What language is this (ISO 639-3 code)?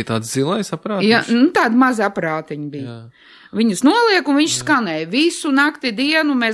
lav